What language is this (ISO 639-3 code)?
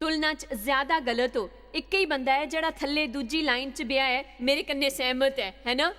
doi